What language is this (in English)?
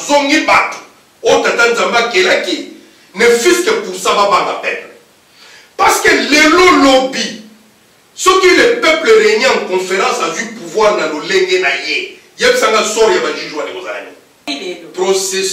Lingala